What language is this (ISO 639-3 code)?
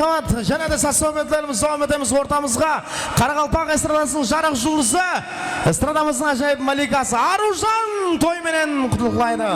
kaa